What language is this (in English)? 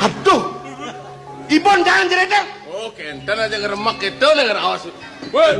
Balinese